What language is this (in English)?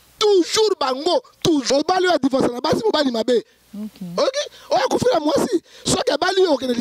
Lingala